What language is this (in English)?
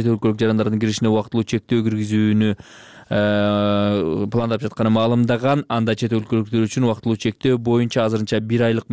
Kyrgyz